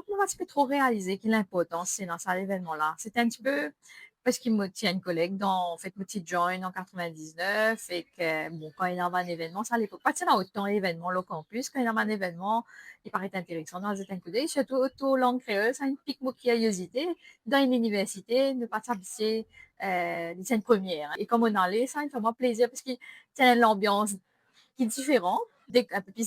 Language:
Morisyen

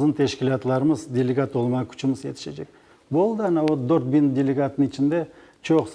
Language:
Crimean Tatar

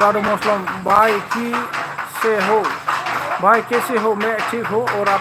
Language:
Bodo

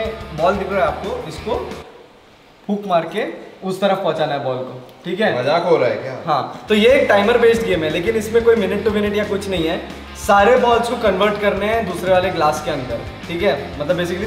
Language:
Hindi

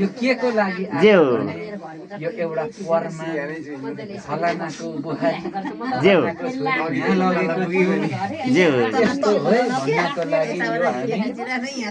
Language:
Nepali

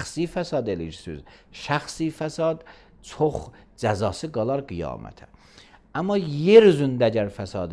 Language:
Azerbaijani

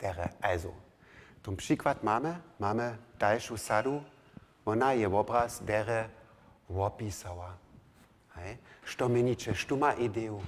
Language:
Upper Sorbian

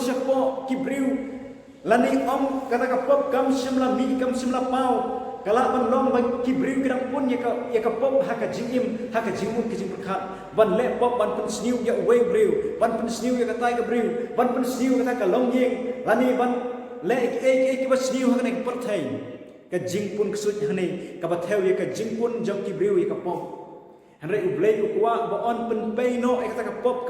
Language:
Khasi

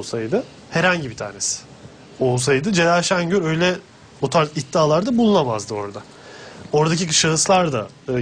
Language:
Turkish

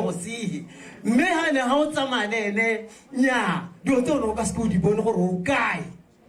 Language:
Tswana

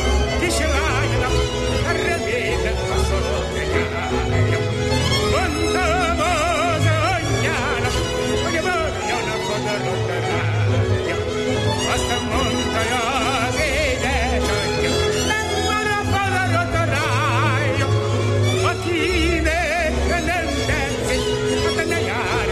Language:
Hungarian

